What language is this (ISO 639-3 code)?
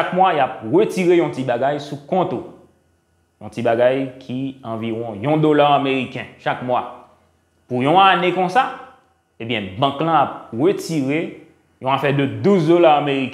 hat